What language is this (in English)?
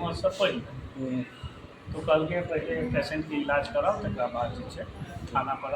Maithili